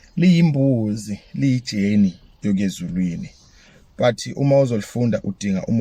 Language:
Zulu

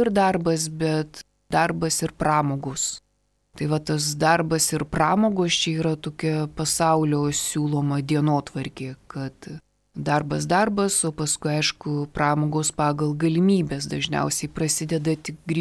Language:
Lithuanian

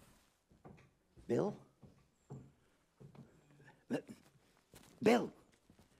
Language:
Dutch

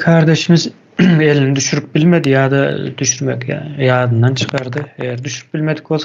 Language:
Turkmen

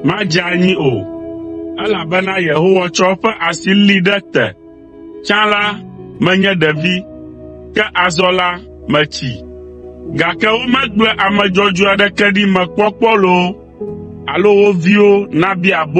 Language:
Ewe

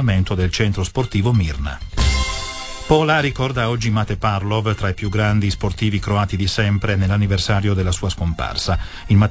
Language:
Italian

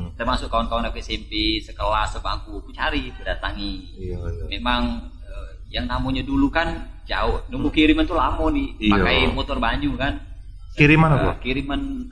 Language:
Musi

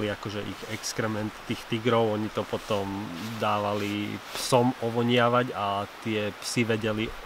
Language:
Slovak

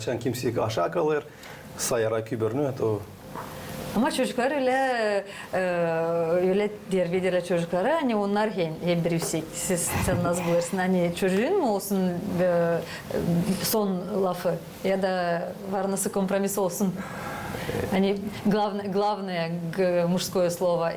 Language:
Gagauz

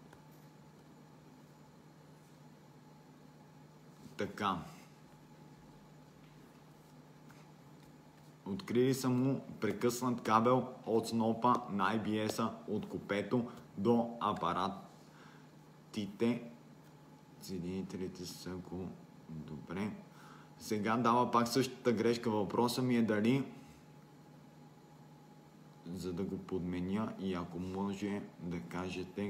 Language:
Bulgarian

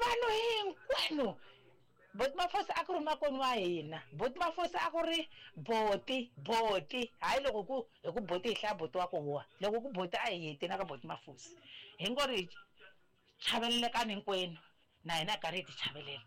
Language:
Tsonga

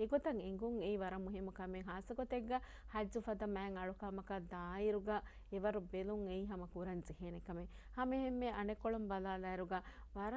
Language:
Divehi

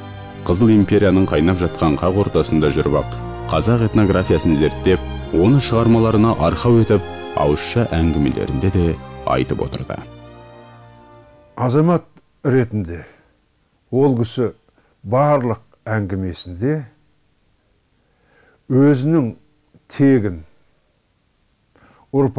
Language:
Kazakh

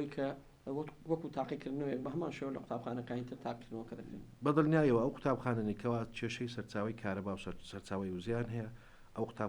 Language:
Central Kurdish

